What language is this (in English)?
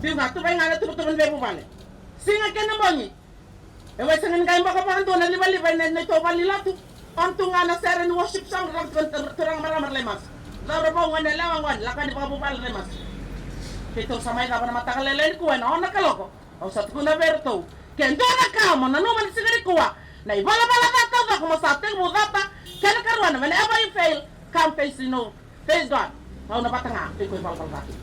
Fijian